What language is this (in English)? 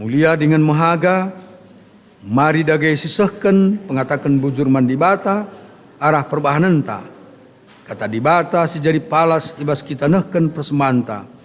Batak Karo